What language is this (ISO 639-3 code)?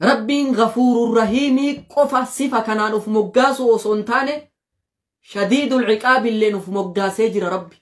orm